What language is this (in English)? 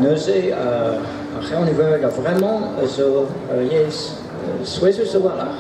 Breton